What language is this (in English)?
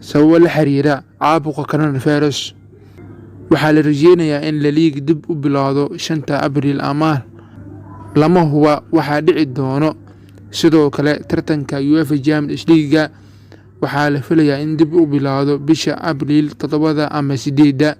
Somali